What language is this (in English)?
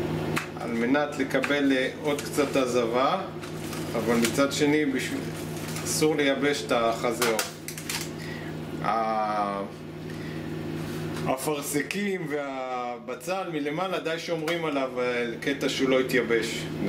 Hebrew